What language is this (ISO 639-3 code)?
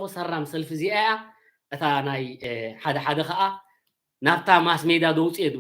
tir